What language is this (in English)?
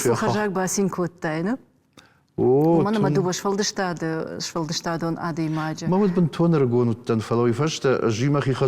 Ossetic